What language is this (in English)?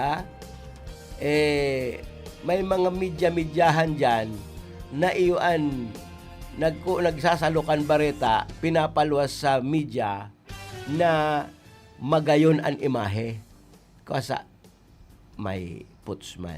Bikol